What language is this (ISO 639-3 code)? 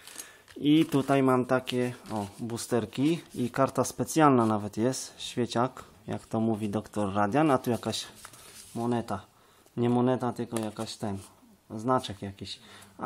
pol